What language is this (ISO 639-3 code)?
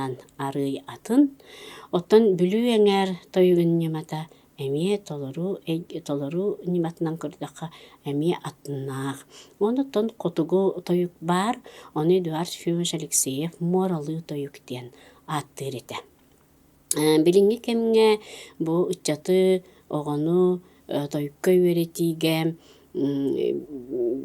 sah